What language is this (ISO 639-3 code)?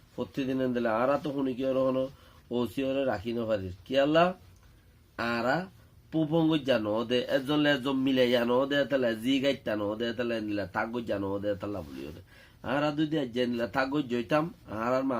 rhg